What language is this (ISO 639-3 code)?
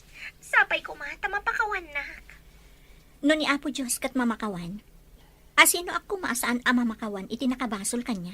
ilo